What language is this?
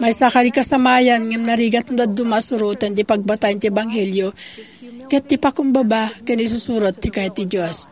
Iloko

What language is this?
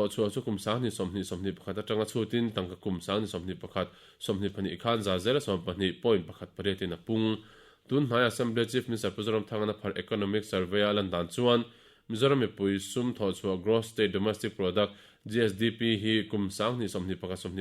Mizo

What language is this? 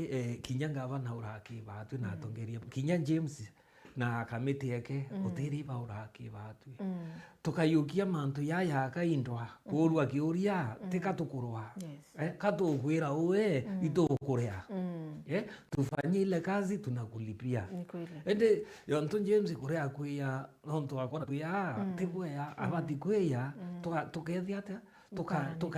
Meru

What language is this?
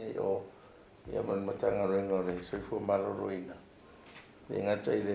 Samoan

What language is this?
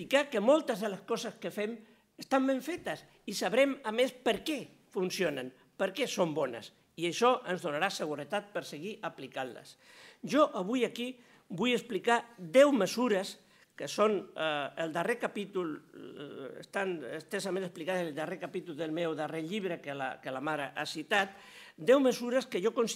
Catalan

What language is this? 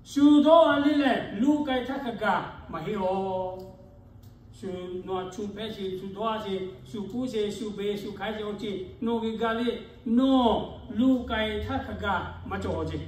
Lahu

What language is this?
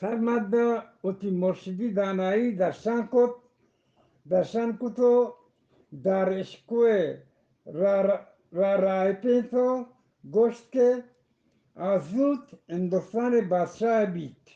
Eastern Balochi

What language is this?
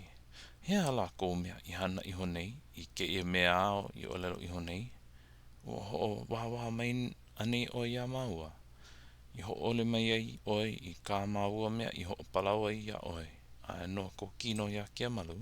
Hawaiian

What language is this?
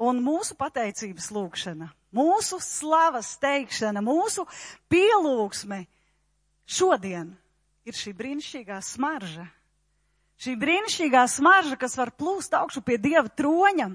Latvian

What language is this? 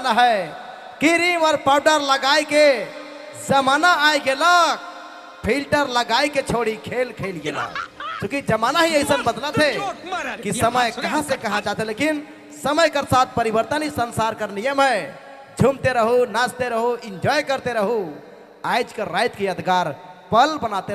Sadri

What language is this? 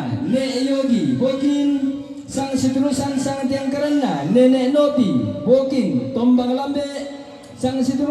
Toraja-Sa'dan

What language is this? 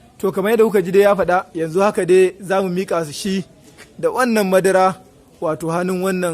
Hausa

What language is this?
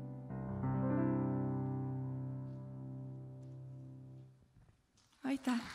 Estonian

